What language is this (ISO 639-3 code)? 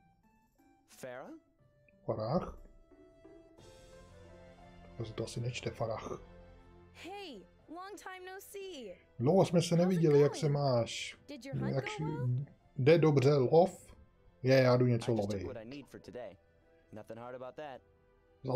ces